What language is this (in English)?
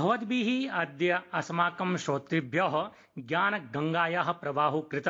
Sanskrit